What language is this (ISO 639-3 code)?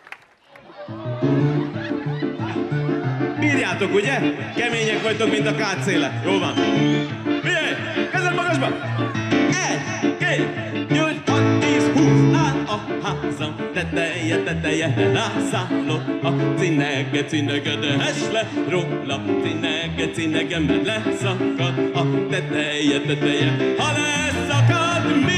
hun